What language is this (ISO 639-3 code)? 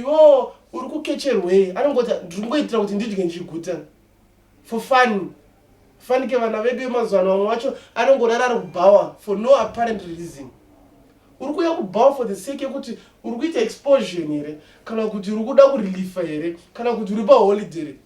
sna